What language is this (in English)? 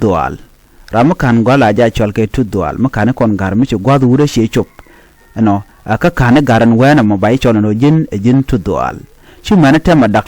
Nuer